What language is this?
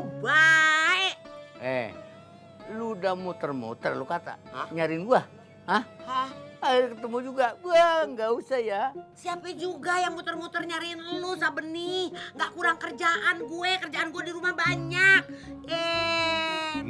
Betawi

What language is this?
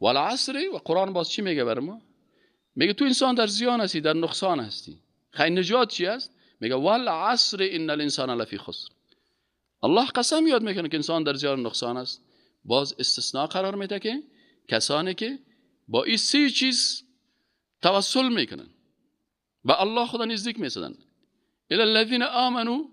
Persian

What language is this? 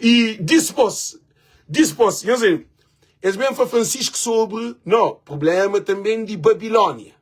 Kabuverdianu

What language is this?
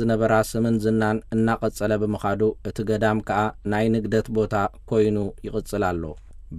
Tigrinya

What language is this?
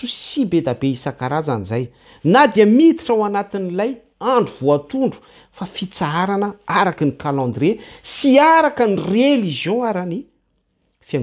Malagasy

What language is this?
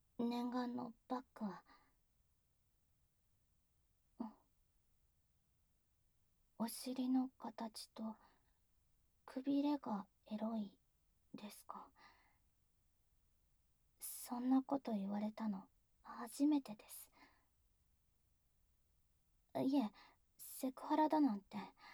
Japanese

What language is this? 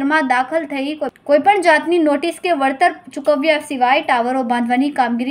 Gujarati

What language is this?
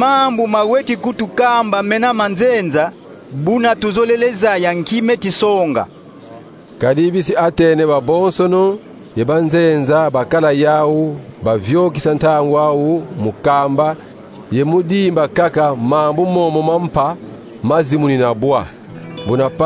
Kongo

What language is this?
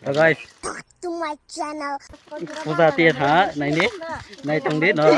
Kok Borok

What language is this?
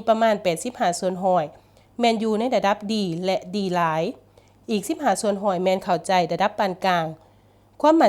Lao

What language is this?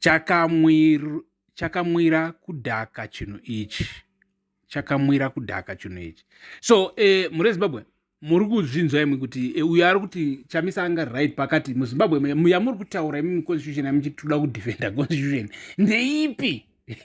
Shona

